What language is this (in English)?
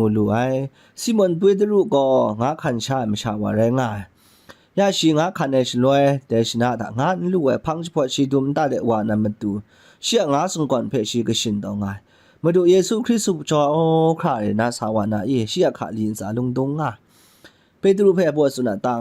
Kachin